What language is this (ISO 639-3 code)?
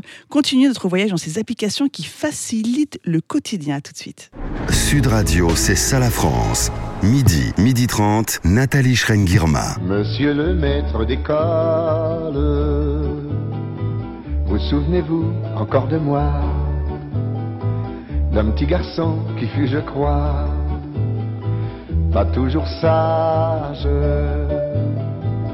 fra